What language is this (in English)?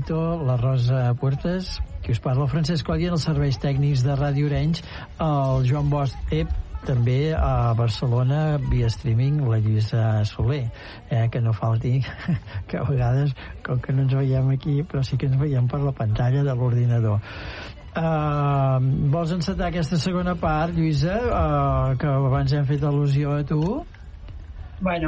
Catalan